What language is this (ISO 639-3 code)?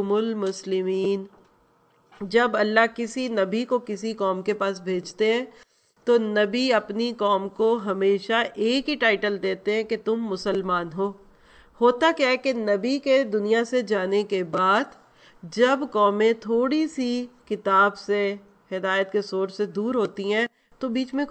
urd